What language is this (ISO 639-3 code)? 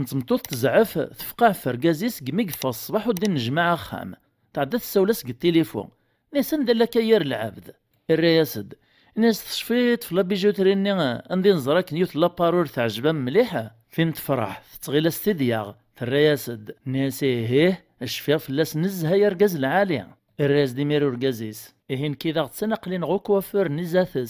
kab